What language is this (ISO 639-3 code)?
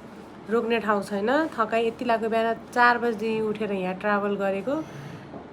nep